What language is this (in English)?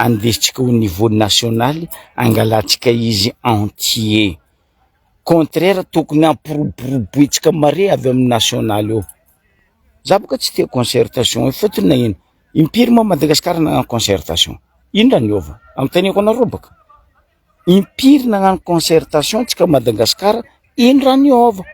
Malagasy